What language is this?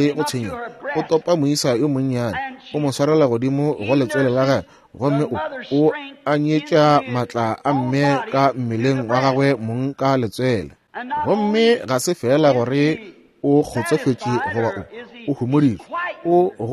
Northern Sotho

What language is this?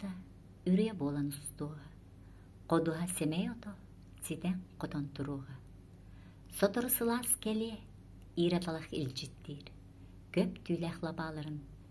Yakut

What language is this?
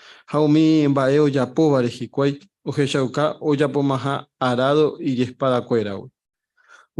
Guarani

